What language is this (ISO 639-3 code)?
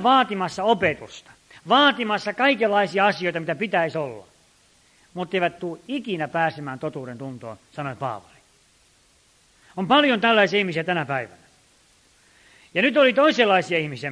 fin